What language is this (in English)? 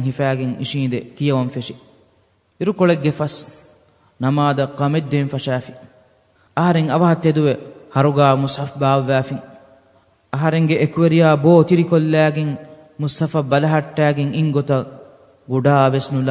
Divehi